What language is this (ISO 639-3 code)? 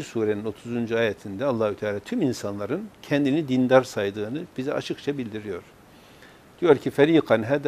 tur